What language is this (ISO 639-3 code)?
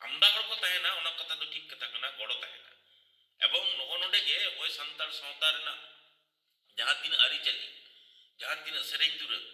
sat